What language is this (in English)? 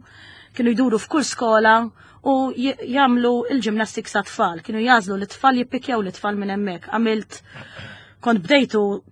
Maltese